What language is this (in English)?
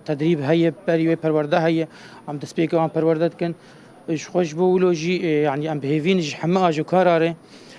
Kurdish